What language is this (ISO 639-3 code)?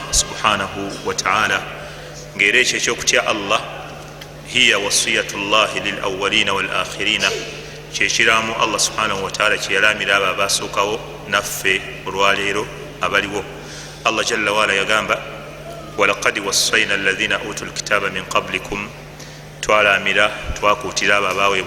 lug